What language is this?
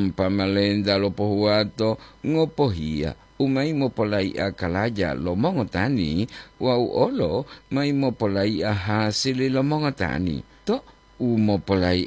Gorontalo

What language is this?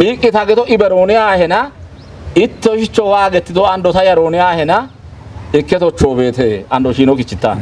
Kafa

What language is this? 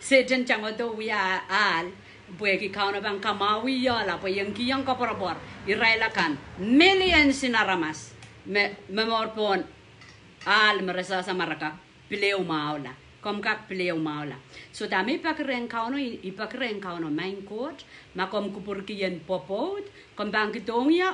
Pohnpeian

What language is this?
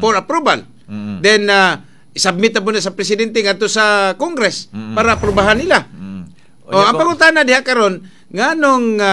Cebuano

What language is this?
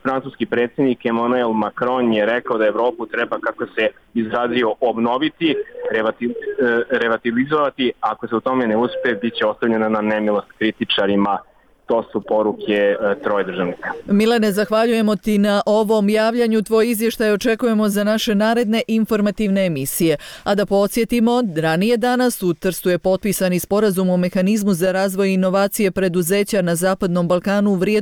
Bosnian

